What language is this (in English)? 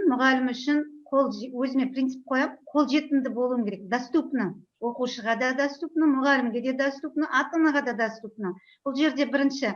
Kazakh